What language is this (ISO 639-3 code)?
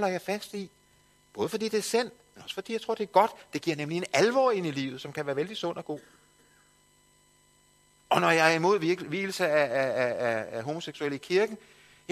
dan